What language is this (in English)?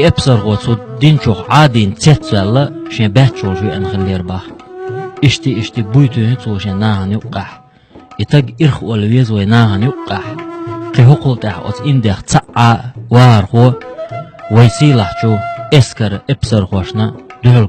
Chechen